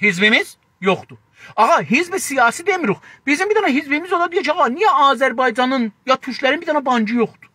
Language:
South Azerbaijani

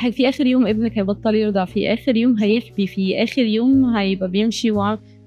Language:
Egyptian Arabic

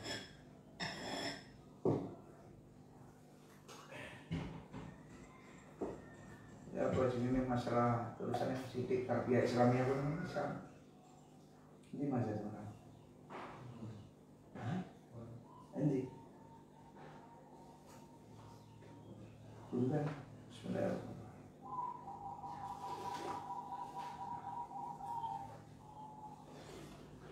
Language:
Indonesian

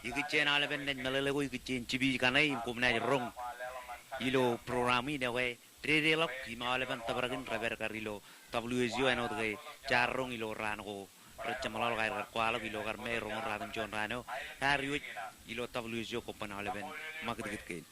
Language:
Marshallese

